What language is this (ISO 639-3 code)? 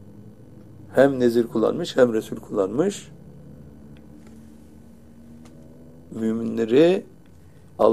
tur